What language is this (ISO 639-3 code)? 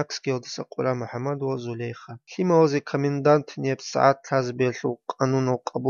ava